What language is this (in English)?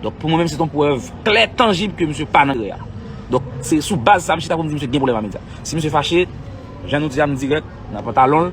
Haitian Creole